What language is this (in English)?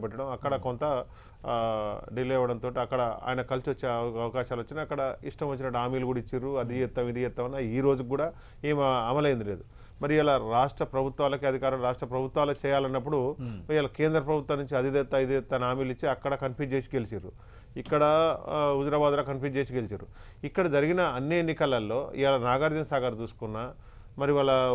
Telugu